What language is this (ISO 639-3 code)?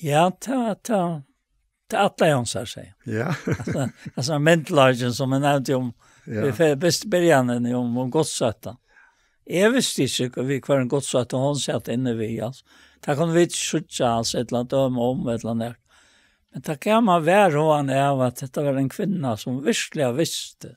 fao